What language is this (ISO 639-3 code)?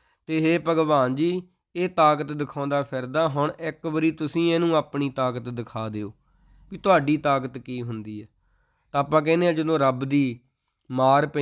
pan